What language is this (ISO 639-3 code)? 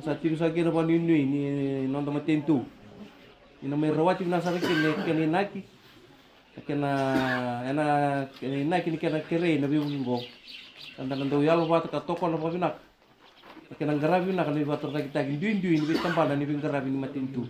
fij